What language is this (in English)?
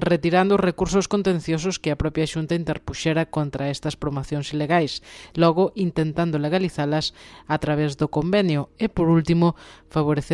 Galician